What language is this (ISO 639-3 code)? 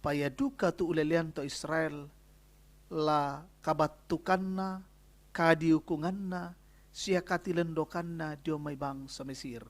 sda